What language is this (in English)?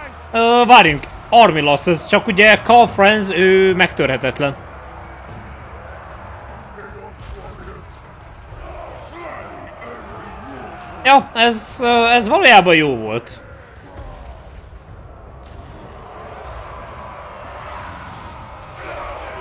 Hungarian